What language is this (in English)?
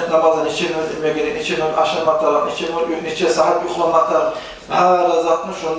Kumyk